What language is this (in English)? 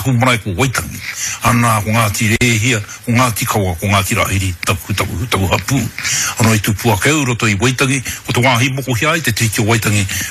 Māori